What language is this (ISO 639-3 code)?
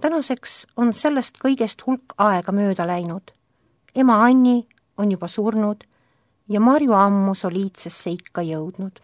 est